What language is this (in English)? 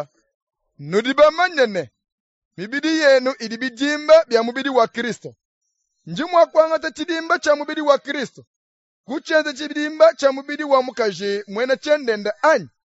Luba-Lulua